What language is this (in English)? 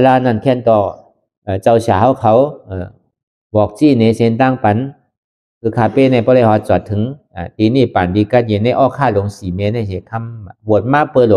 Shan